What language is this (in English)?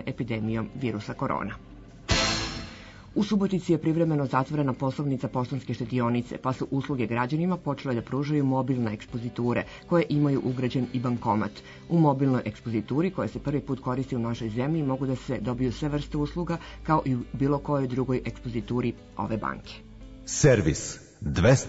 Serbian